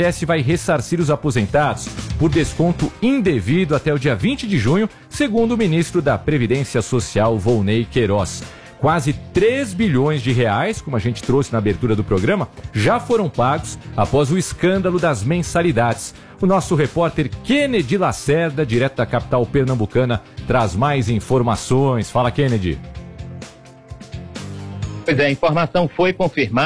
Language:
Portuguese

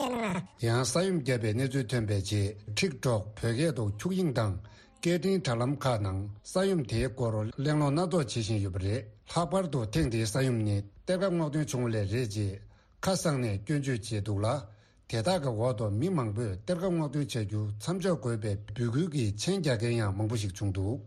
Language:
Tibetan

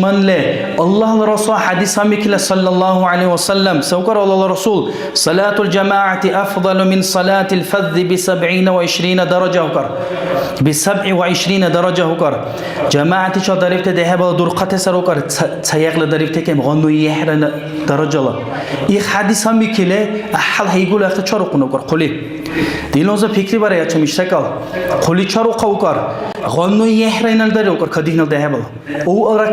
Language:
Dargwa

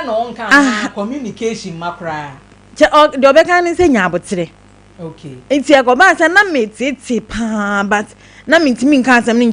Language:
Akan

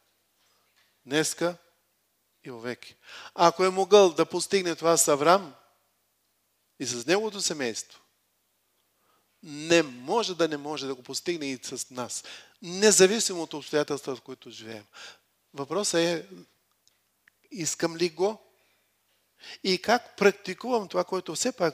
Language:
Bulgarian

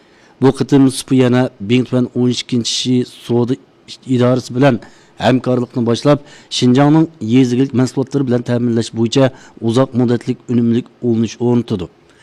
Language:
Uyghur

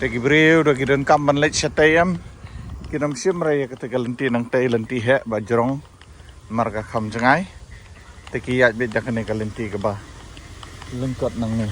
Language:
Khasi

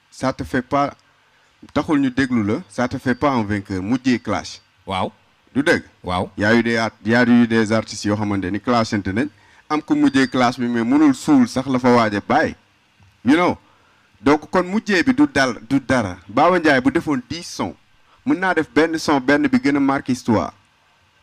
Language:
Wolof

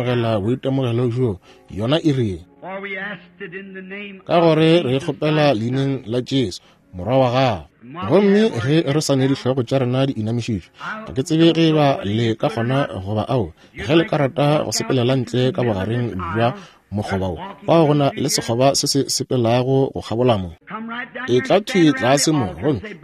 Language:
Northern Sotho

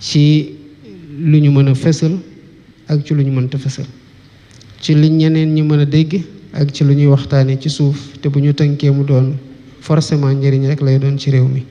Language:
Wolof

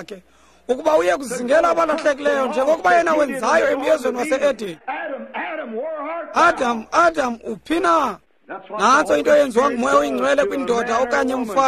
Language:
Xhosa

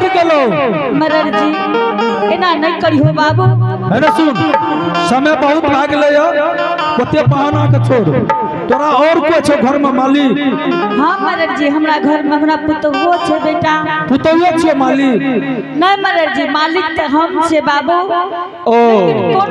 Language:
Angika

